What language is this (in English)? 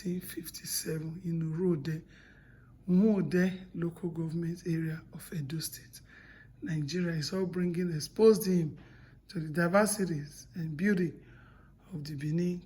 Bini